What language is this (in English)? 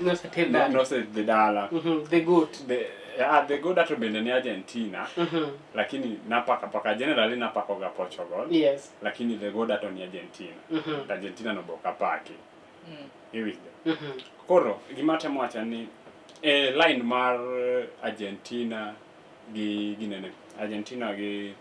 Luo (Kenya and Tanzania)